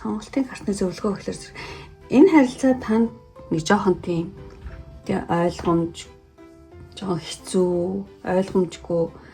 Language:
Mongolian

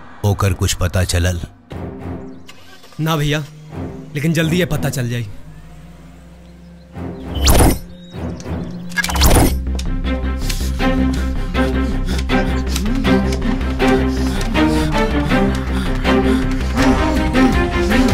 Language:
Bhojpuri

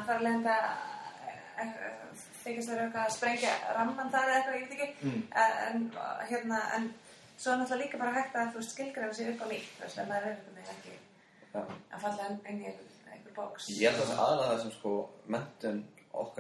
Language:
Icelandic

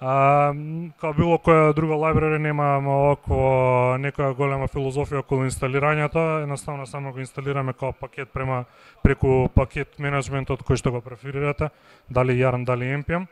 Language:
Macedonian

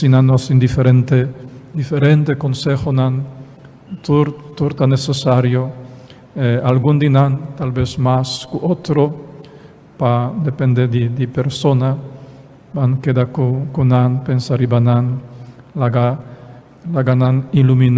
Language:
Papiamento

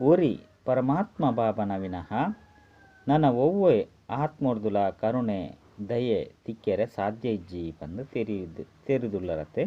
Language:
Tulu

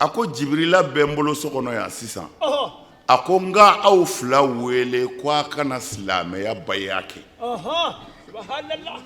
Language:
Bambara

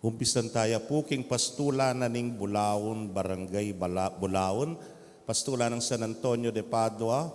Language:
Pampanga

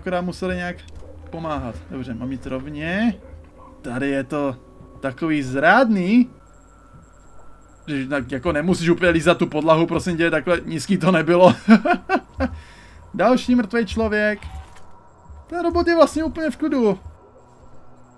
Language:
Czech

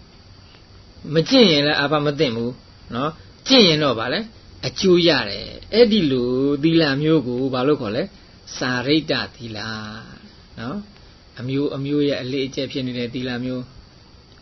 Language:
Burmese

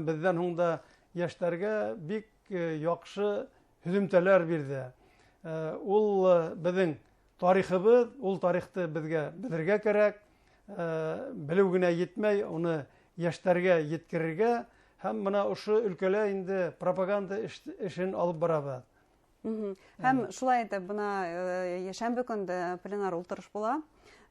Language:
Bashkir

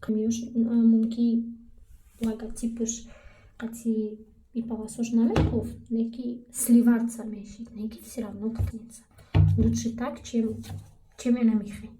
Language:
Tajik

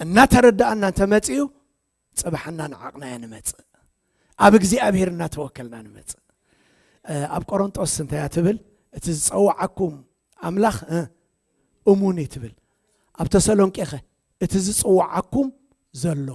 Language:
Tigrinya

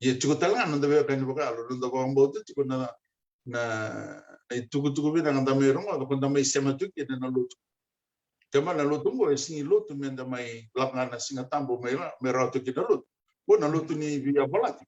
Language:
Fijian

